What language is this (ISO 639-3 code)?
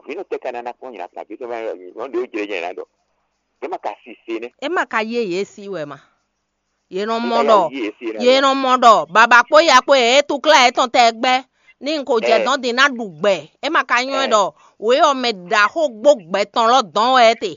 fon